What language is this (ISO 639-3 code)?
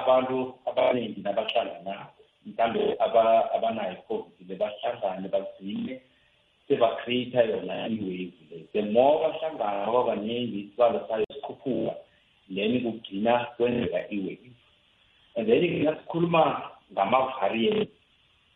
nbl